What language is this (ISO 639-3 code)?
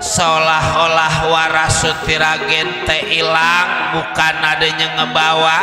bew